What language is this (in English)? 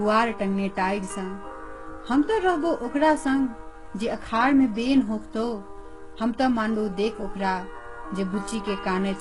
Maithili